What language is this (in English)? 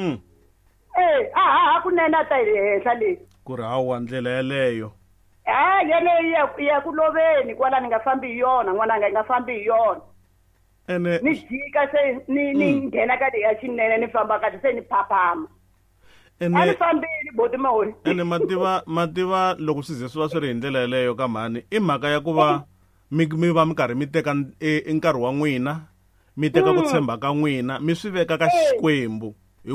Tsonga